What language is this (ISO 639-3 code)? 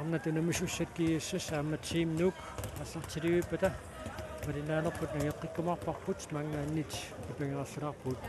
kal